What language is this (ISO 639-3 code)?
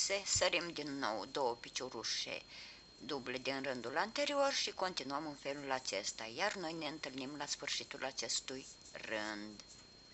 ron